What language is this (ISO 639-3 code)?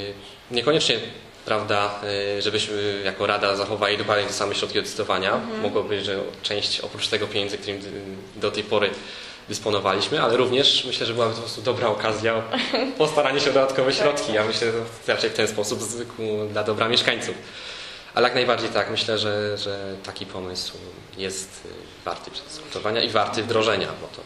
pol